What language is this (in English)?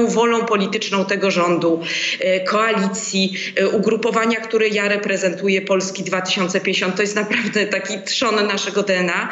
Polish